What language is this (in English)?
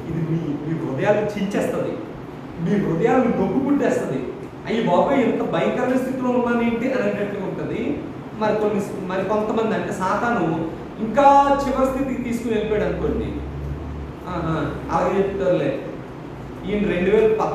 Telugu